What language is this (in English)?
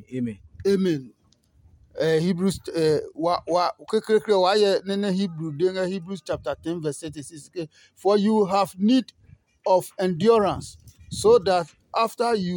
Adangme